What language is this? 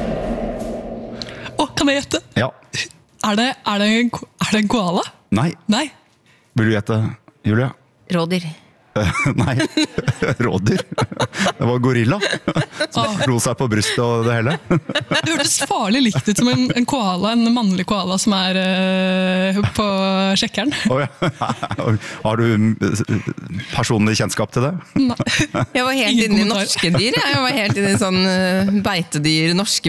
Norwegian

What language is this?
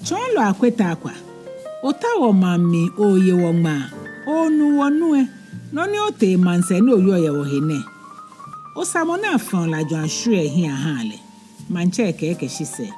Ga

